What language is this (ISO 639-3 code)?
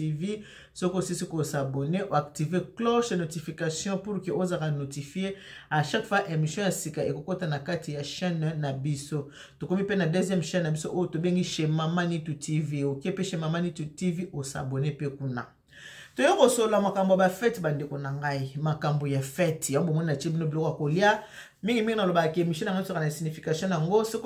lin